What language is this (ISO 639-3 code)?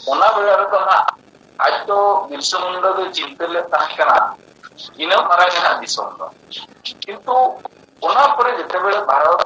sat